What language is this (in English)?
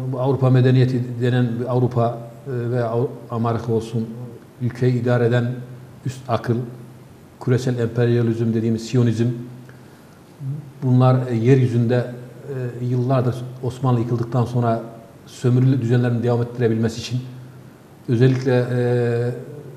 Turkish